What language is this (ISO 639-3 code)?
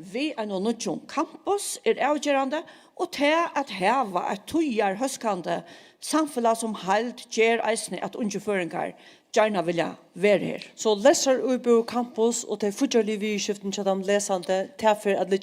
fao